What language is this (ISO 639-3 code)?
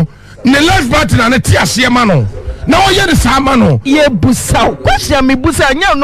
aka